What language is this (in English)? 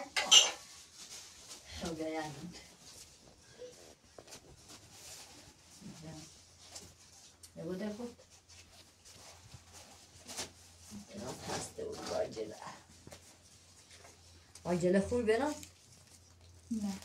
Persian